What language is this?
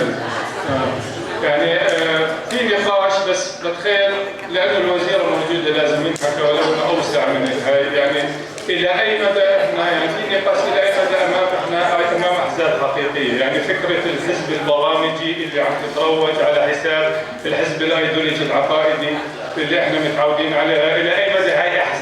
North Levantine Arabic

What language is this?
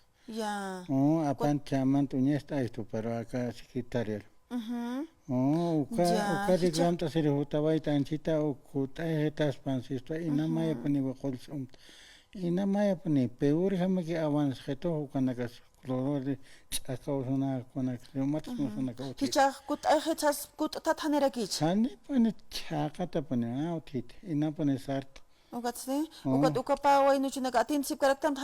Aymara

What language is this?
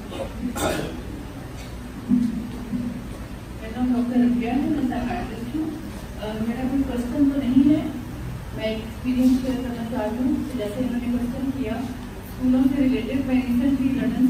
Urdu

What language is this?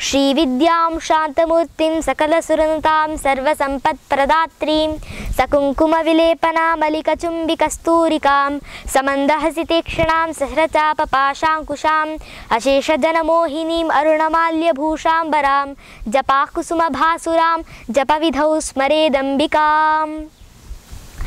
Sanskrit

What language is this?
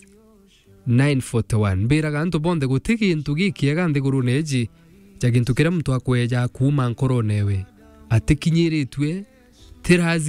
Meru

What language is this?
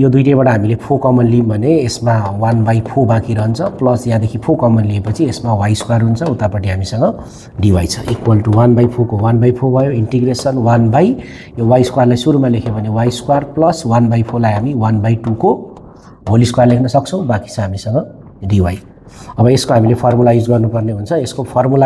Nepali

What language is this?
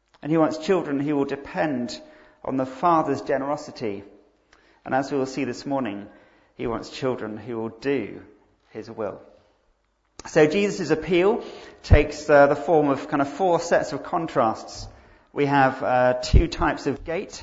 English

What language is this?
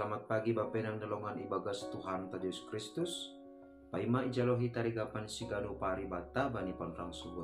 Batak Simalungun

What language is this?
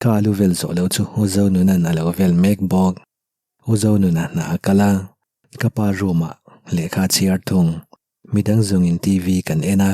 Mizo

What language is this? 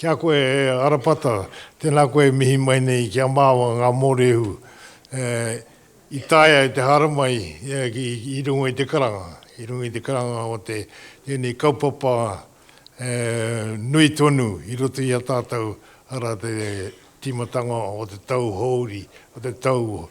Māori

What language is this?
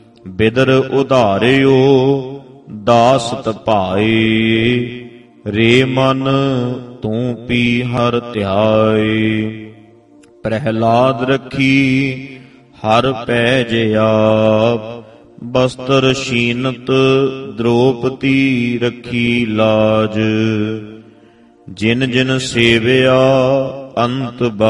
Punjabi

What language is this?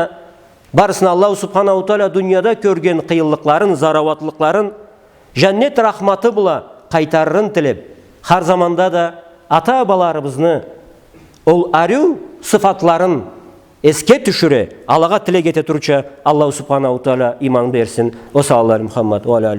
Karachay-Balkar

